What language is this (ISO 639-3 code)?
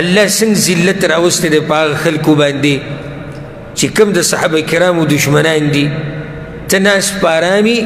pus